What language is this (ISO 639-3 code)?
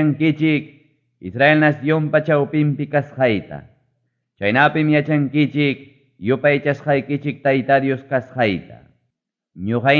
quy